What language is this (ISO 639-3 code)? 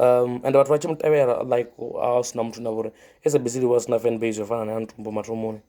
ven